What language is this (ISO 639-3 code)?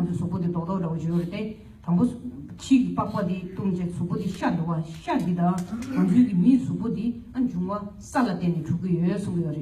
bod